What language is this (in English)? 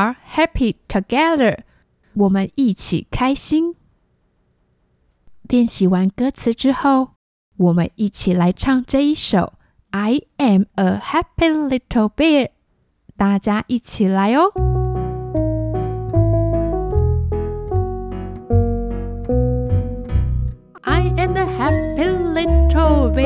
Chinese